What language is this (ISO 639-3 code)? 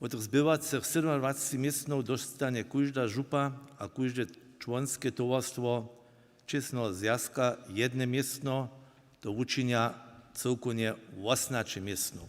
hsb